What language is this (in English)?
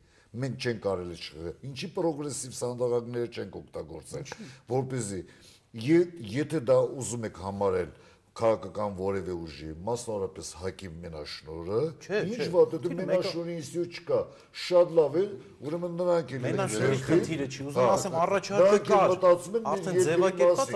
Armenian